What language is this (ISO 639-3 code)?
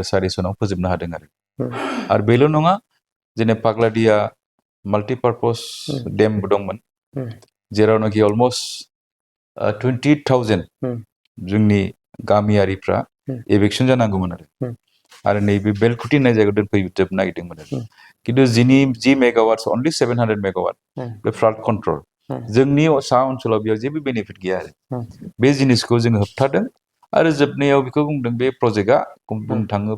brx